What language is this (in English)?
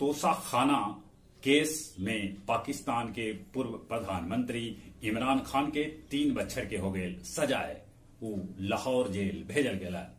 Magahi